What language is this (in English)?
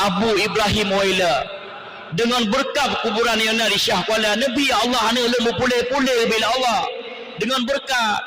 Achinese